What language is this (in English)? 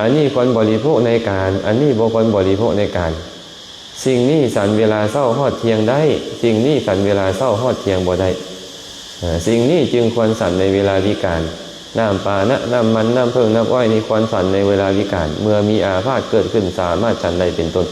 Lao